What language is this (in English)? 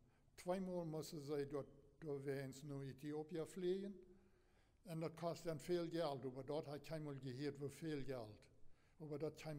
Plautdietsch